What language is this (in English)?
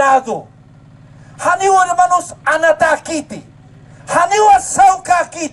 Aymara